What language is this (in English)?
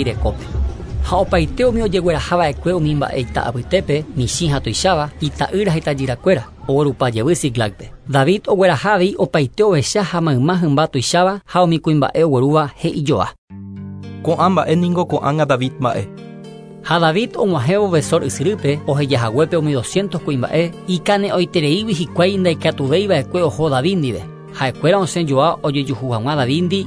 Guarani